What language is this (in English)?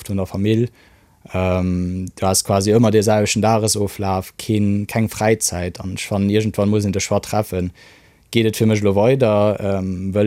Luxembourgish